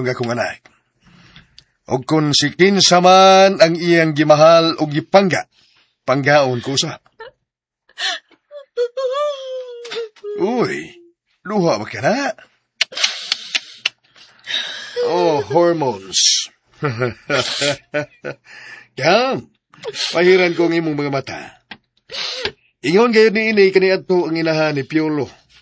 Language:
Cebuano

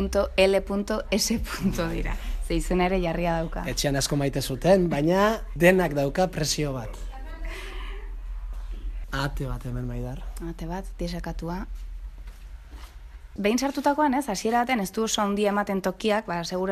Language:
Basque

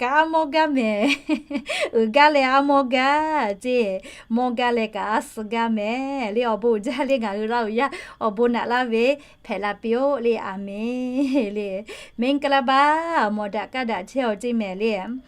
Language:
Lahu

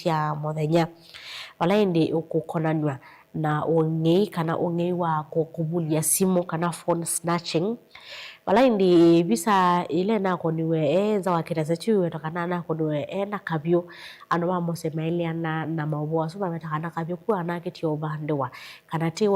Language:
Kamba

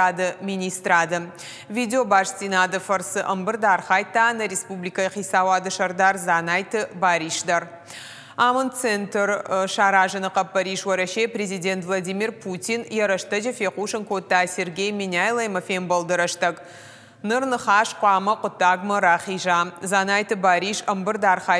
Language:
Ossetic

